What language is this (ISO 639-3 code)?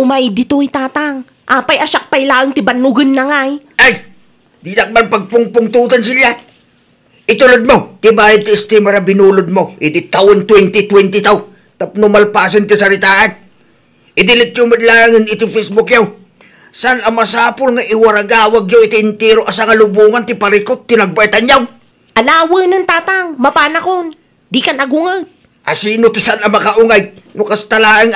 ilo